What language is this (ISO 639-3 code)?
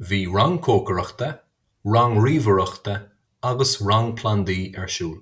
gle